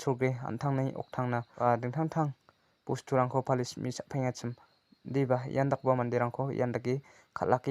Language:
Garo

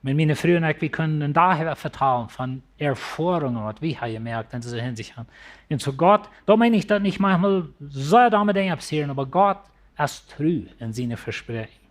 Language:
Plautdietsch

